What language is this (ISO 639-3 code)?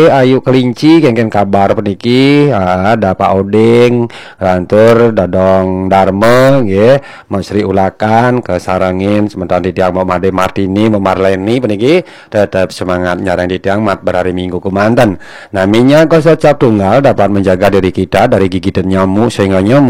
ban